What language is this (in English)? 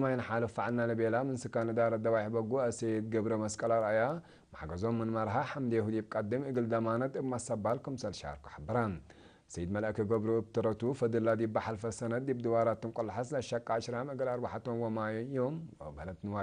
Tigre